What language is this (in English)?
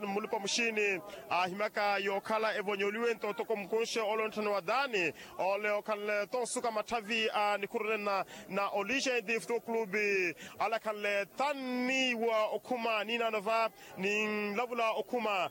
Makhuwa